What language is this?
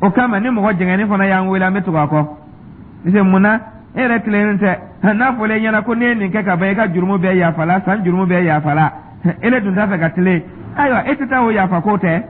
Dyula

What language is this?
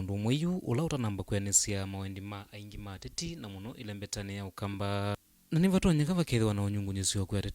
Kamba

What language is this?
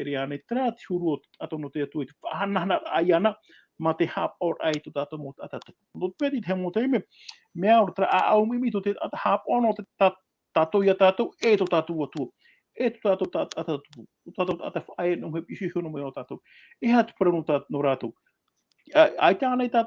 Tahitian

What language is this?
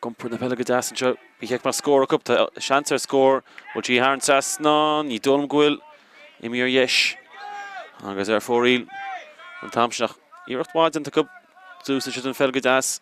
Irish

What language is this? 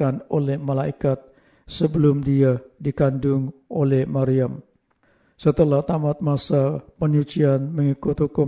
Malay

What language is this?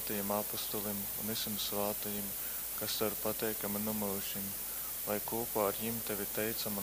Latgalian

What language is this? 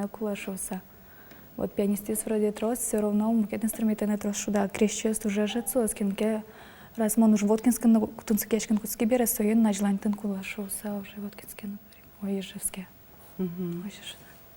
Udmurt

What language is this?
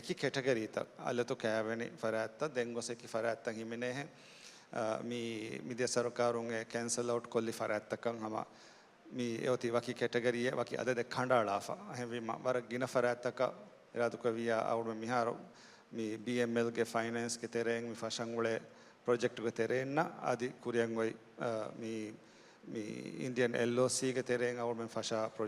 Divehi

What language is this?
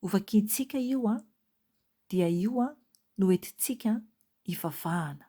Malagasy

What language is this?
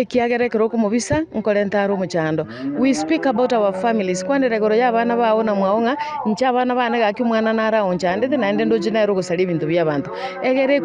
Gusii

